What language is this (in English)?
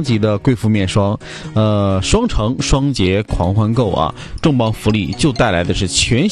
Chinese